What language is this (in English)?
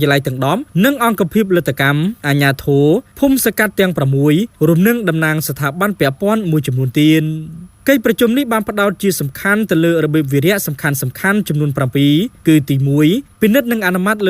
Khmer